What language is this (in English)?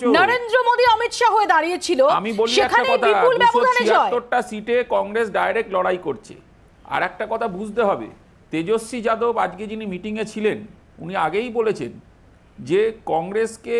Bangla